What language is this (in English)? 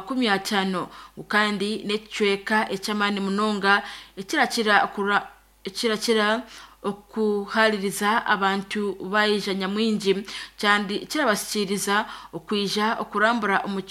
Nyankole